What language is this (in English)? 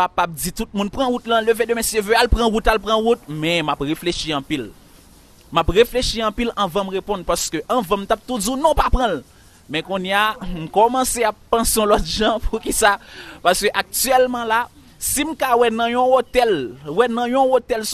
Haitian Creole